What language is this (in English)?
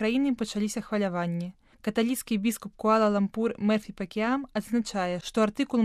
Belarusian